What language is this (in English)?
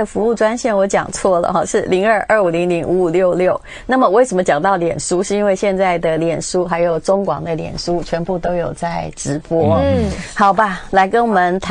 Chinese